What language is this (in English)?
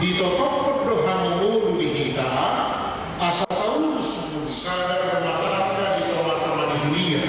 Batak Toba